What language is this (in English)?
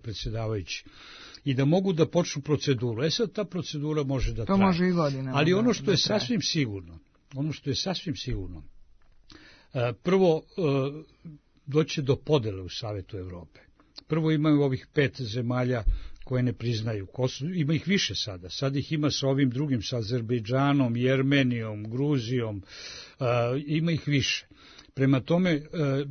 Serbian